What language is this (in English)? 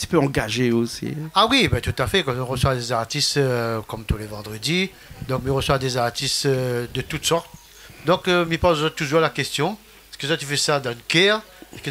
Réunion Creole French